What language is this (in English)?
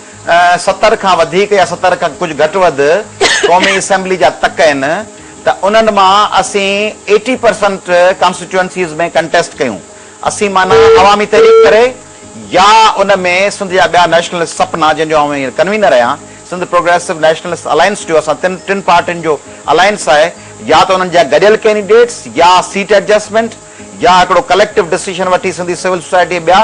Sindhi